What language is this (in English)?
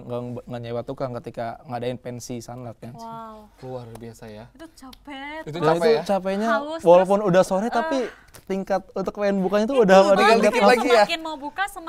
Indonesian